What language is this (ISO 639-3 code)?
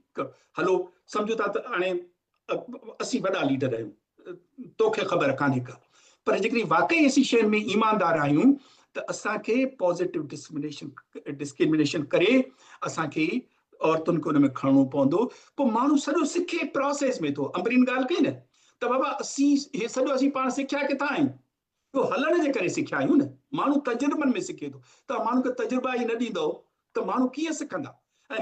snd